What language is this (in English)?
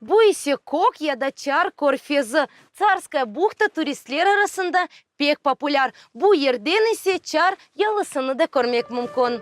Crimean Tatar